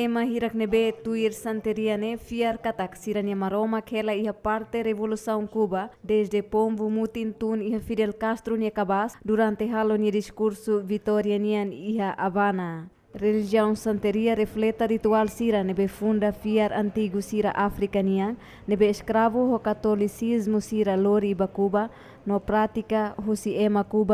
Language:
Tetum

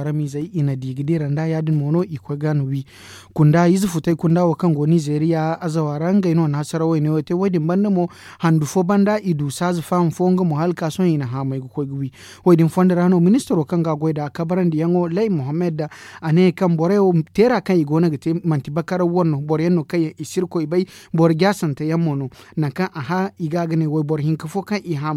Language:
Zarma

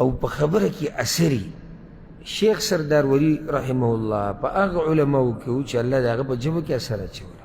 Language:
Pashto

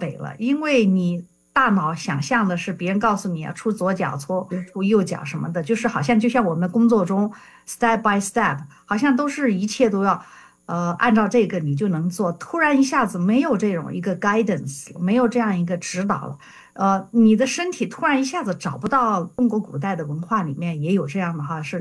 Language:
Chinese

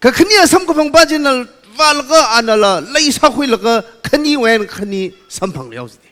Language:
Tangkhul Naga (India)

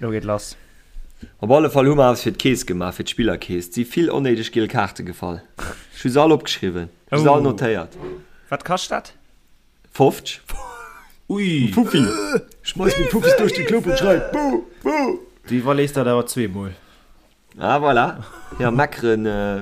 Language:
Luxembourgish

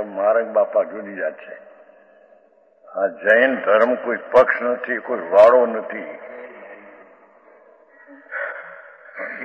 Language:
Gujarati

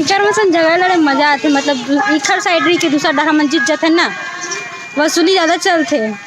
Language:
Chhattisgarhi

